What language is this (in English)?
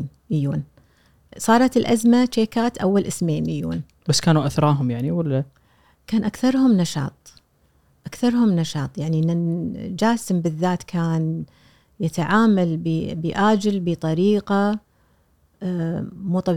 Gulf Arabic